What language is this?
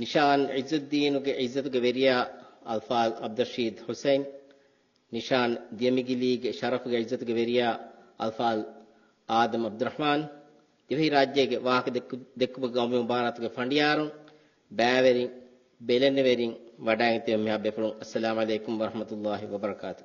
Divehi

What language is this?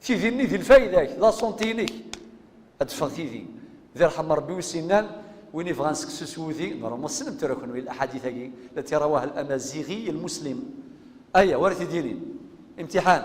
Kabyle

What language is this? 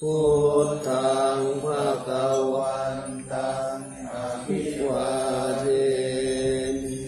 Pali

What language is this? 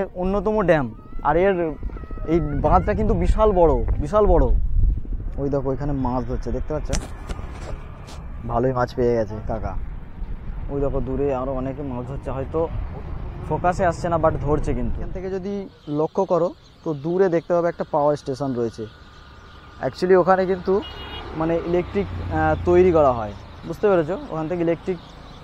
Bangla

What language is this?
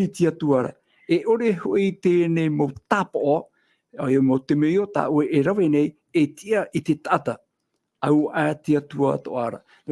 Tahitian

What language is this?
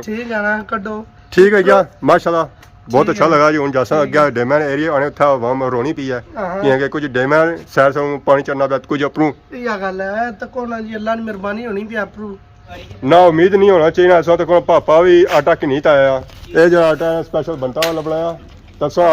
Pahari-Potwari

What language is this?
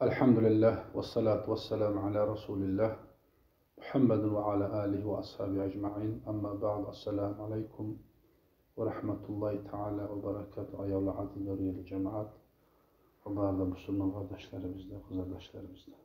Kumyk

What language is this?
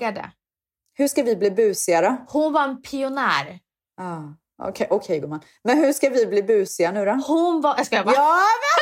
Swedish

